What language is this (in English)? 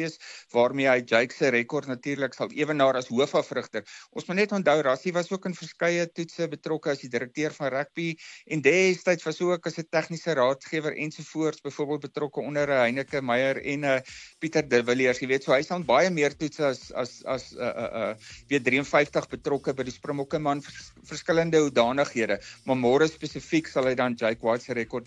Afrikaans